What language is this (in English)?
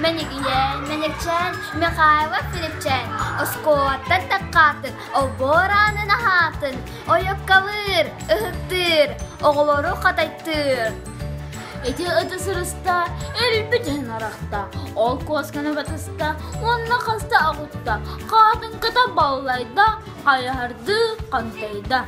Yakut